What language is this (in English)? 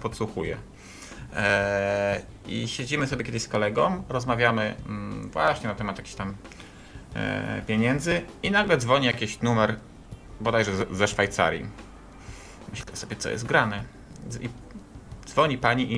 Polish